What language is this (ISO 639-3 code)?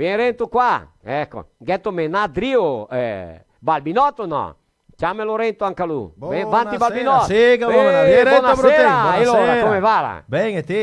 vec